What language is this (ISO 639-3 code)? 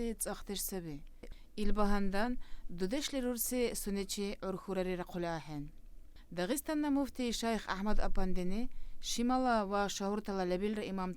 dar